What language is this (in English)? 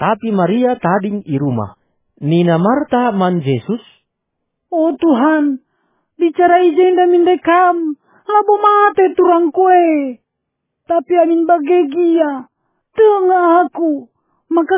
Batak Karo